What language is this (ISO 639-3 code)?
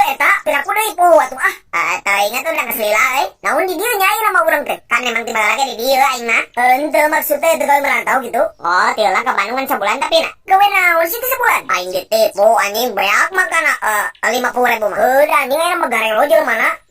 sun